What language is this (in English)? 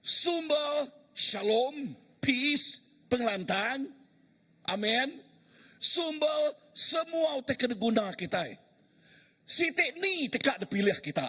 Iban